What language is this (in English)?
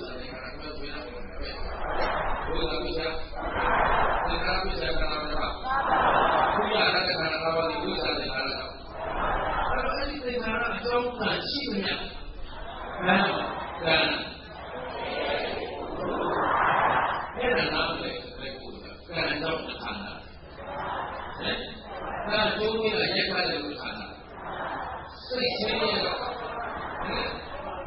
Burmese